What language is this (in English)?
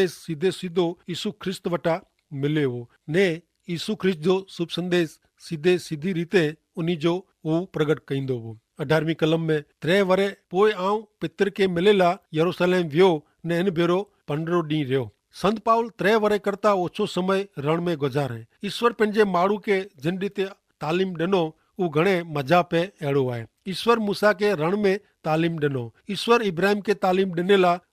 Kachhi